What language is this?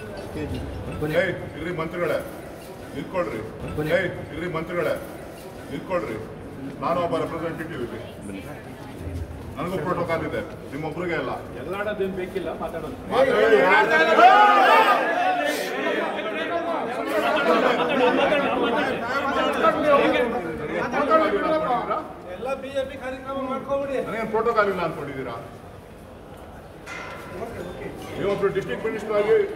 Kannada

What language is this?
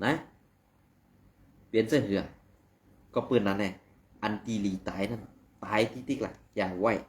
Shan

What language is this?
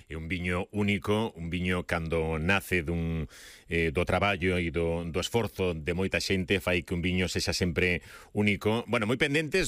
Galician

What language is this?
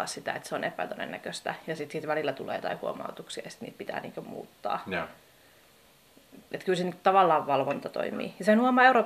Finnish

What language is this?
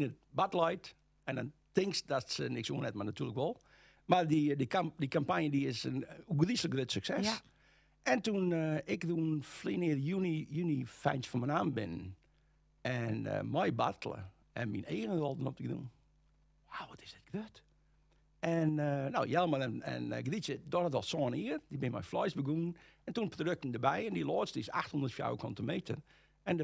Western Frisian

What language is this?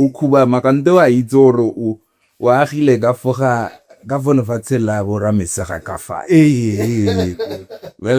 Tswana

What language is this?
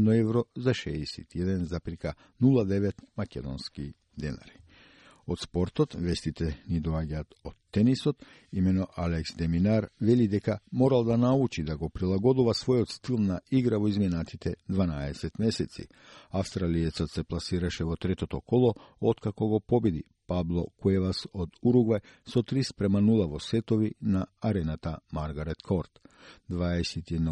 Macedonian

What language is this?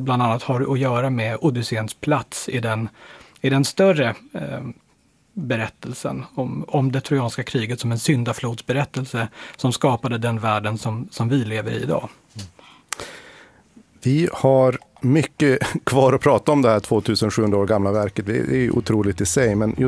Swedish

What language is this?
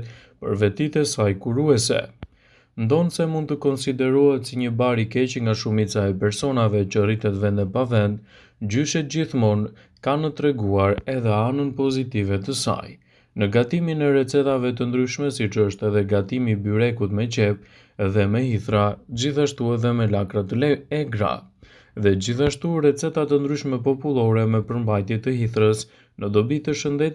Albanian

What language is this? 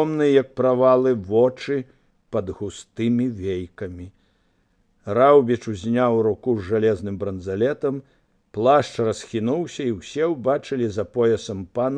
Belarusian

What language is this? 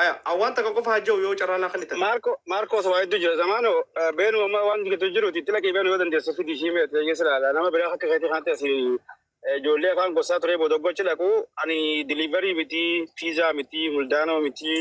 Oromo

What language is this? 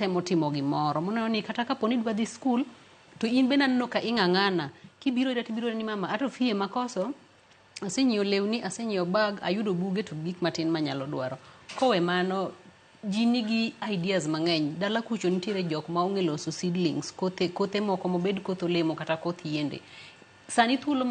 Luo (Kenya and Tanzania)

